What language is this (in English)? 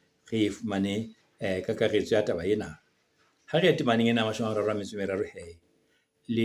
Southern Sotho